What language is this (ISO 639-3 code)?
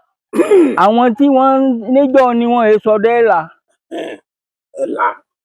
yor